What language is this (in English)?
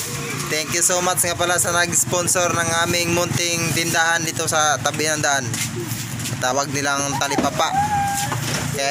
Filipino